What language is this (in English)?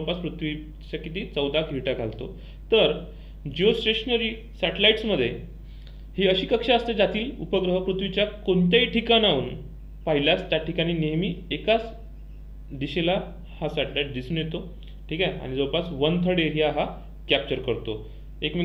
Marathi